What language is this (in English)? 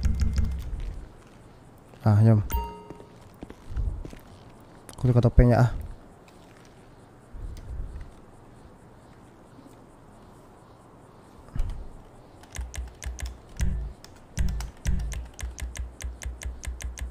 Malay